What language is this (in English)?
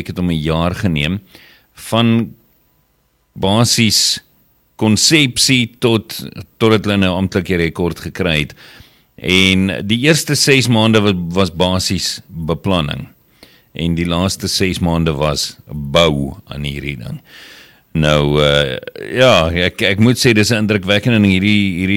Afrikaans